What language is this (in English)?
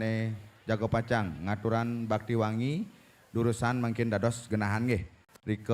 Balinese